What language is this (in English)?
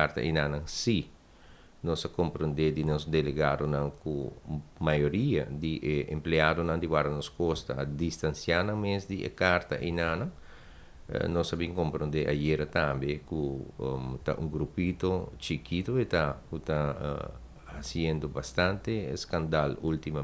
Papiamento